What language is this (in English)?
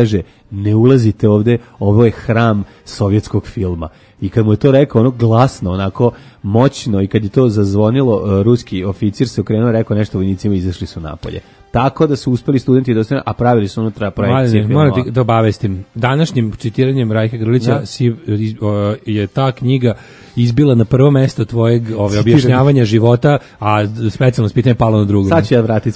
Serbian